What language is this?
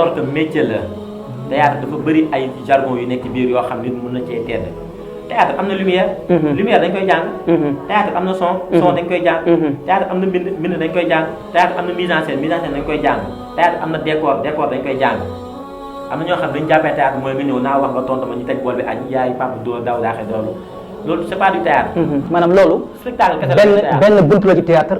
Wolof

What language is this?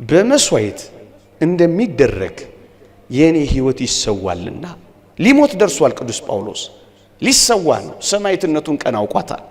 Amharic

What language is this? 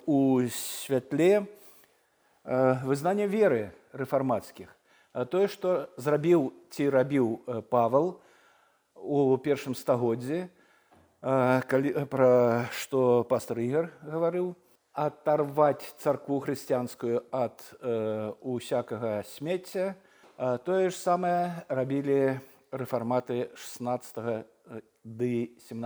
Belarusian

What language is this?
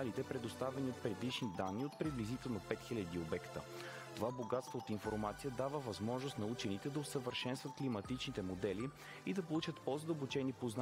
Bulgarian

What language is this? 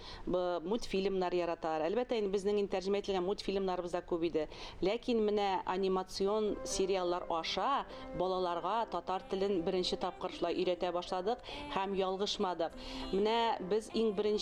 Tatar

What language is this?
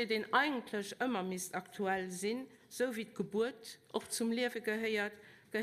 Luxembourgish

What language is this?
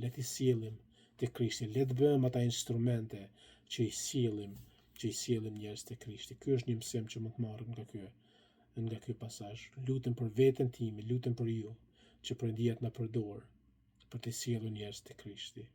Albanian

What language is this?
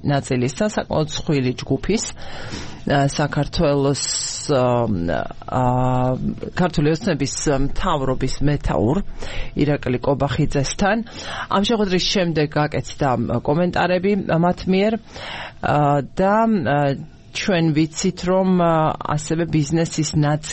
Georgian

